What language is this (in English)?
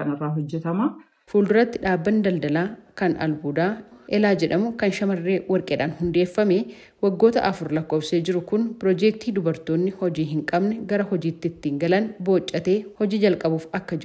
Oromo